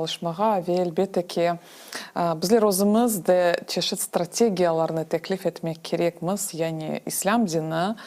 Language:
Crimean Tatar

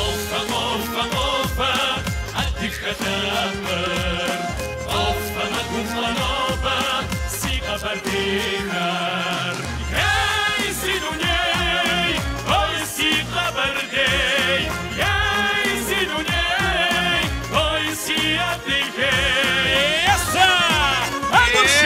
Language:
Kabardian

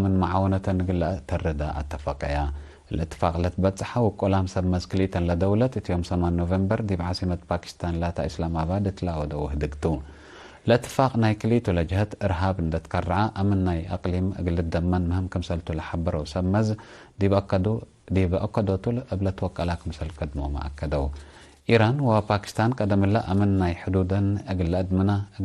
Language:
Tigre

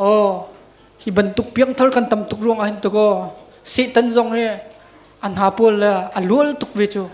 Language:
Hakha Chin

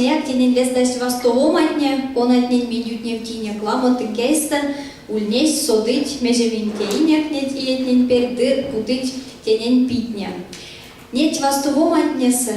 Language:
Erzya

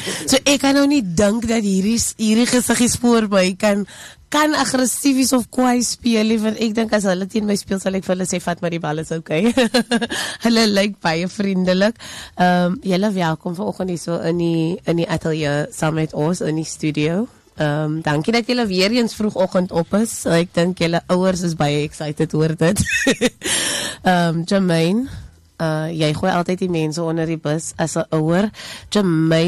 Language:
Afrikaans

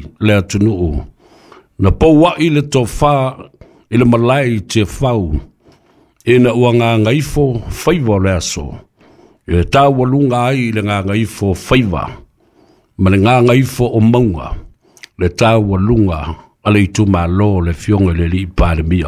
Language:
Samoan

